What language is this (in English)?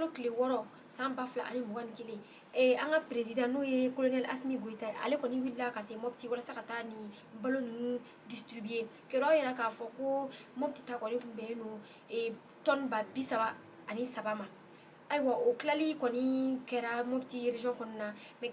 Bambara